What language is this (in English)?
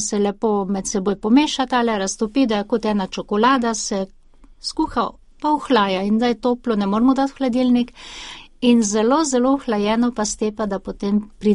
Slovenian